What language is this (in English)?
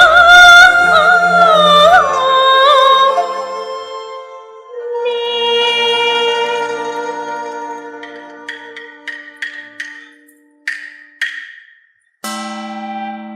Pu-Xian Chinese